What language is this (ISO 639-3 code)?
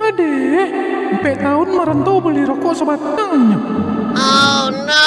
min